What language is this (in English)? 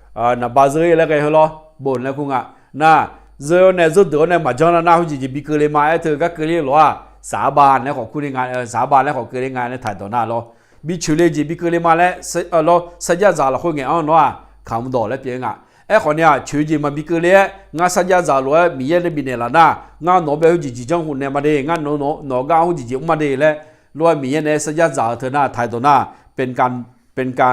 Akha